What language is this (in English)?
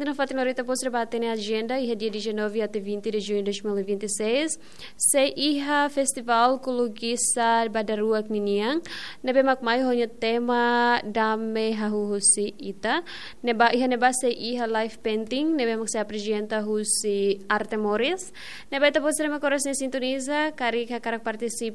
Tetum